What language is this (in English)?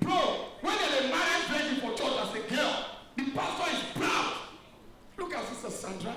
Nigerian Pidgin